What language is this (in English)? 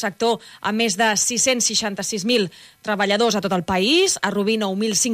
Catalan